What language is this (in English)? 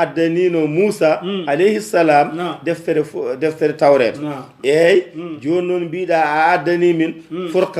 Fula